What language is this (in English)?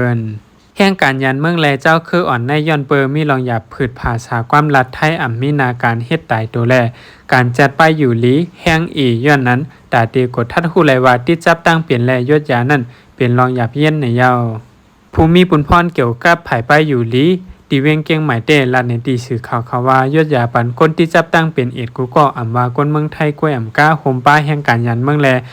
Shan